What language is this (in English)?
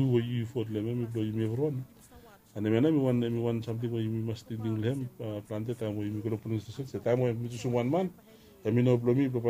Bislama